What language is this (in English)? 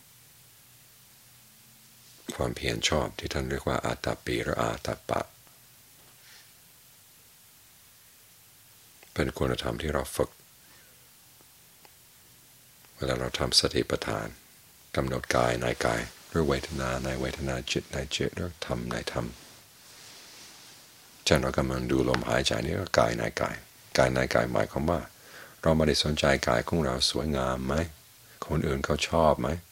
Thai